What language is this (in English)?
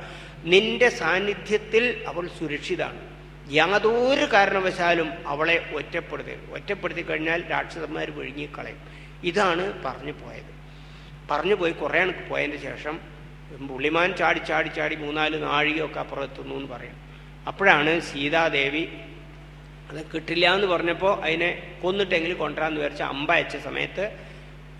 Malayalam